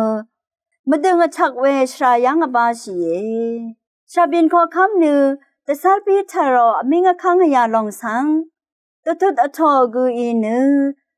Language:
Rawang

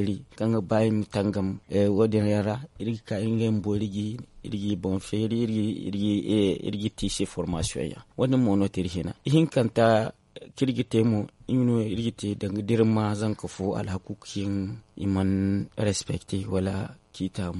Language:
Zarma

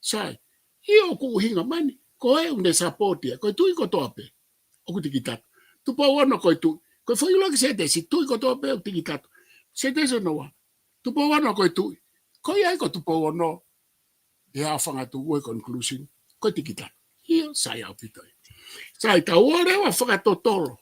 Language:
Tongan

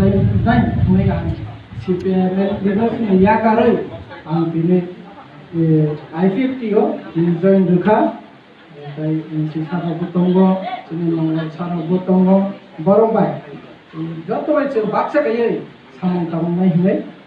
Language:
Kok Borok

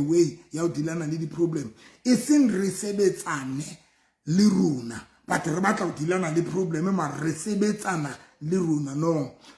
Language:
Southern Sotho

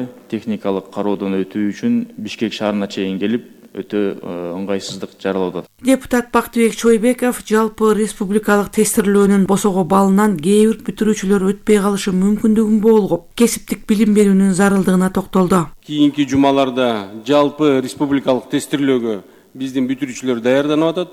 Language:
Kyrgyz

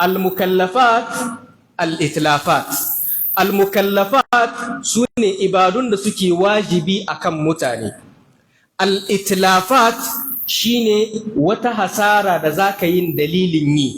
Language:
Hausa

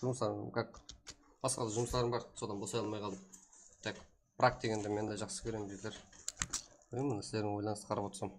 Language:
Kara-Kalpak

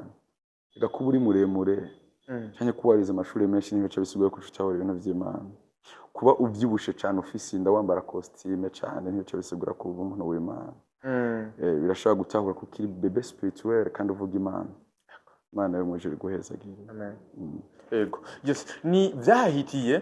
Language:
Rundi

